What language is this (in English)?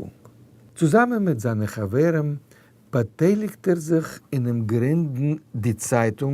Yiddish